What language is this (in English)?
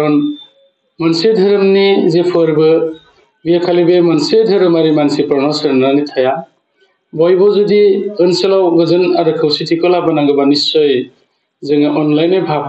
Bodo